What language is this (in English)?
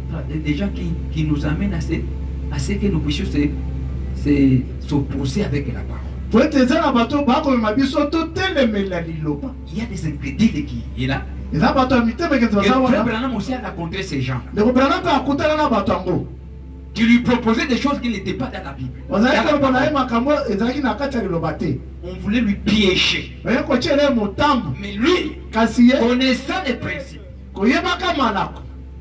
French